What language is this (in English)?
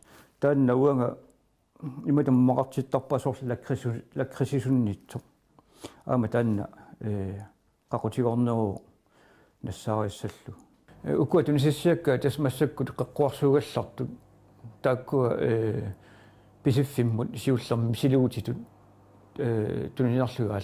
Kalaallisut